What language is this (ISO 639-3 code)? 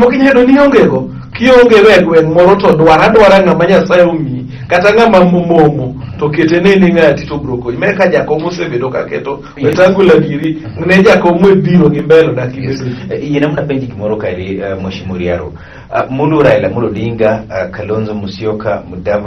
luo